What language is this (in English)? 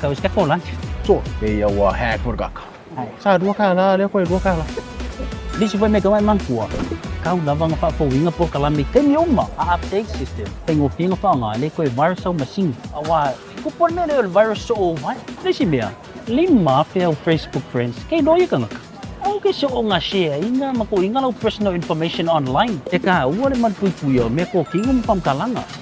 Samoan